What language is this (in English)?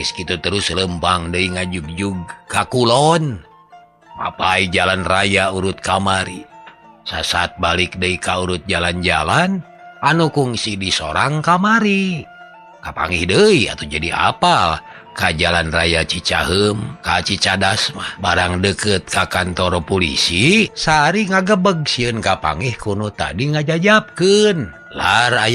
Sundanese